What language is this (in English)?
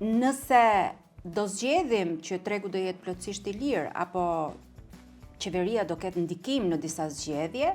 Albanian